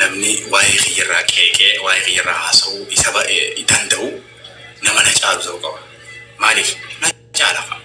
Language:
Oromo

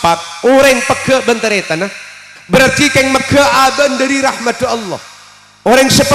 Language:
Madurese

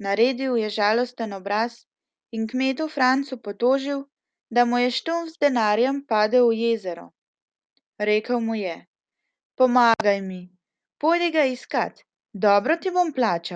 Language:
Slovenian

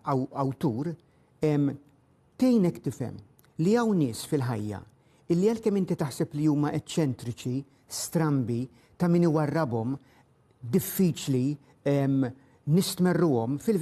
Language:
Maltese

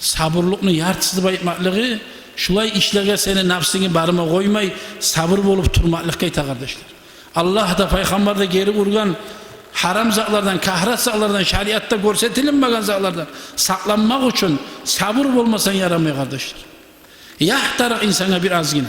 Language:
Kumyk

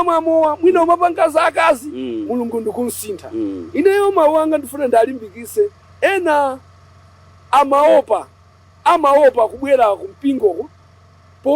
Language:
Nyanja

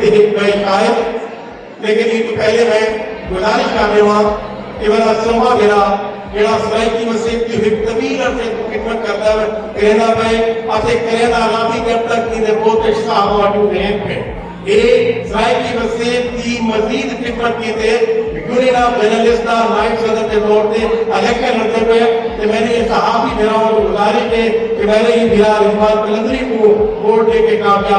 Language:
Saraiki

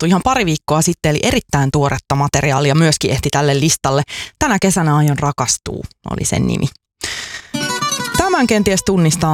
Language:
Finnish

